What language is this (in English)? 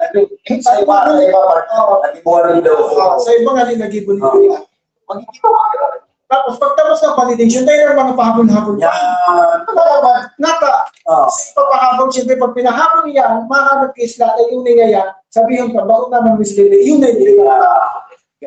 Bikol